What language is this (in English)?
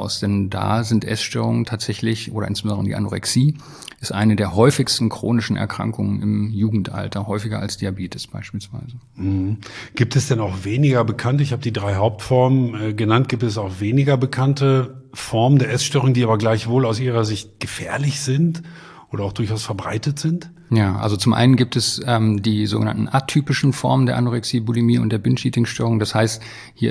German